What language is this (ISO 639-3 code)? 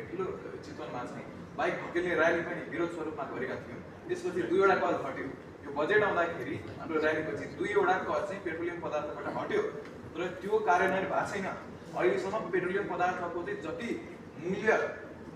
nep